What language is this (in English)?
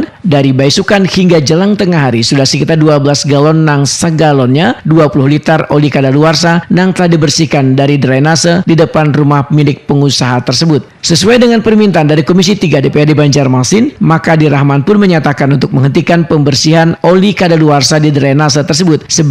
Banjar